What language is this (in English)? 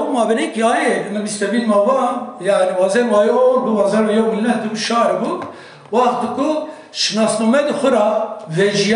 Kurdish